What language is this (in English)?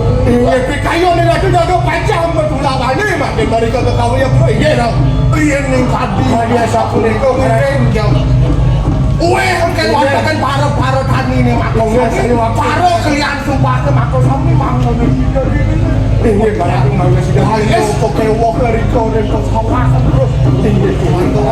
Balinese